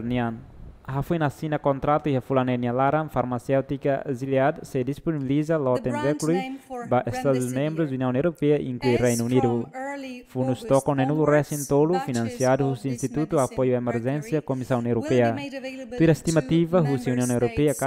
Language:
Tetum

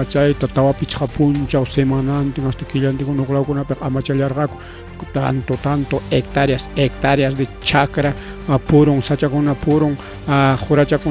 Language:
Ayacucho Quechua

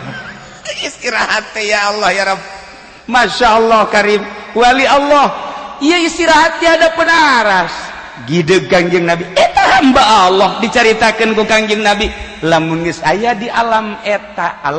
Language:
Sundanese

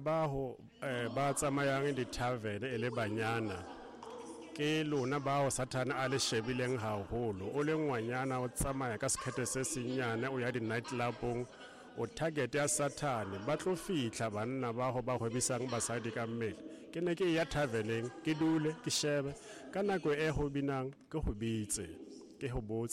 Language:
Southern Sotho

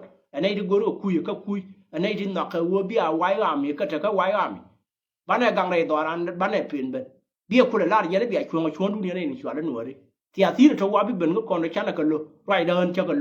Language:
Nuer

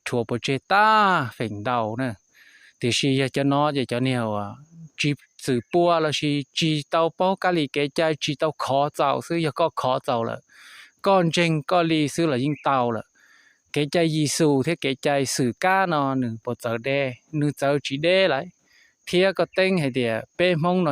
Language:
Hmong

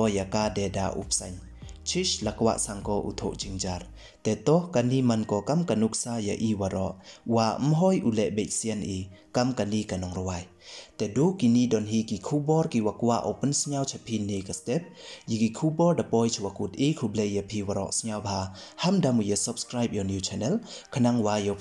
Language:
Pnar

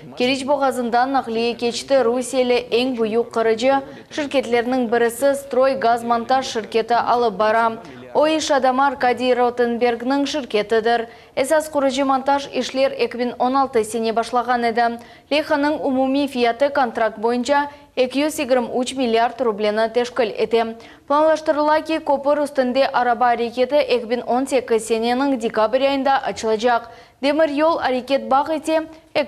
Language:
Crimean Tatar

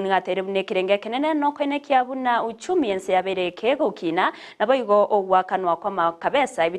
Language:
Gusii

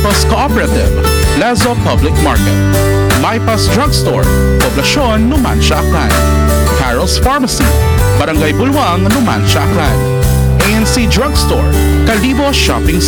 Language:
Aklanon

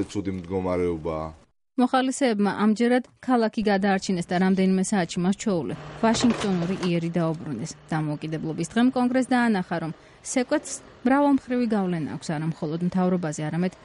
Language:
Georgian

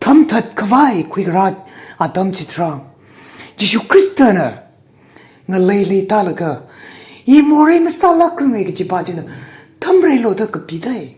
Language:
Tangkhul Naga (India)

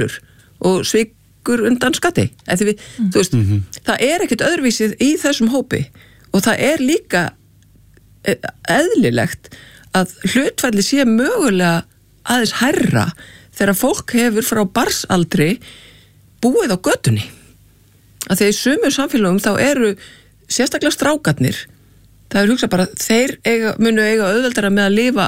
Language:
Icelandic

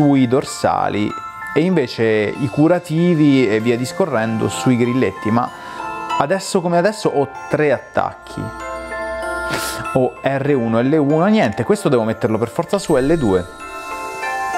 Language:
Italian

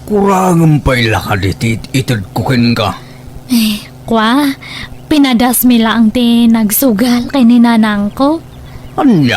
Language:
Iloko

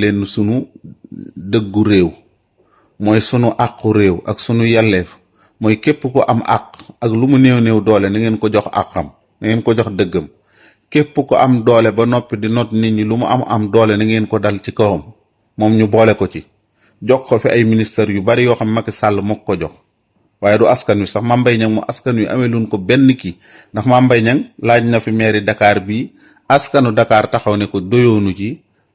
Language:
Wolof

